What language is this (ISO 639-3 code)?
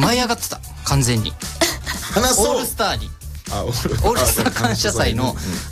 jpn